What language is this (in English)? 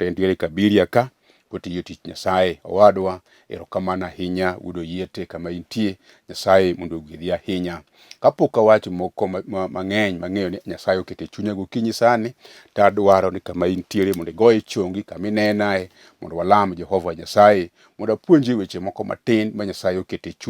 Luo (Kenya and Tanzania)